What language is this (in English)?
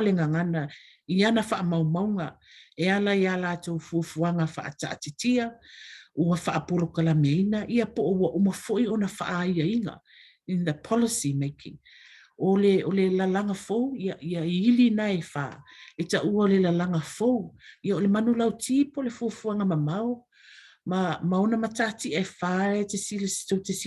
Samoan